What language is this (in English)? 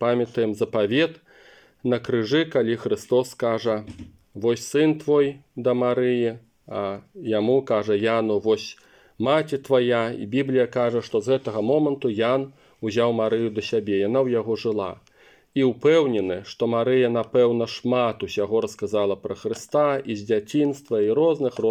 Belarusian